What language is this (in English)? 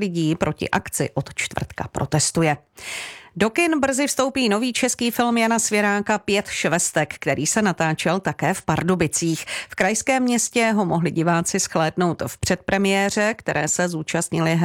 Czech